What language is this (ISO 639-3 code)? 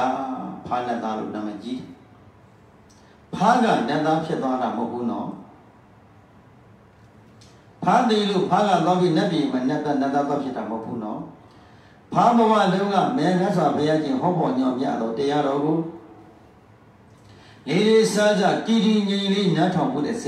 mya